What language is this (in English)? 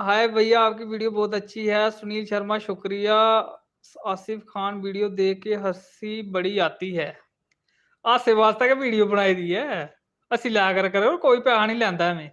Dogri